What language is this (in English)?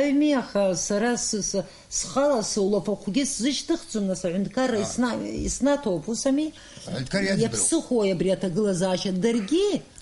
Abkhazian